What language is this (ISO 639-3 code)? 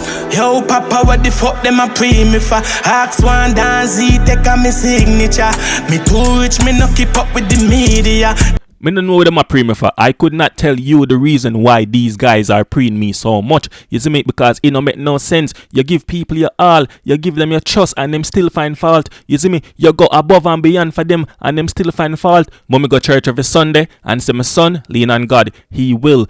jam